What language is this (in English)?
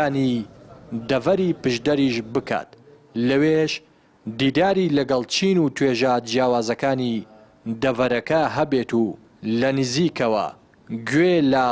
Central Kurdish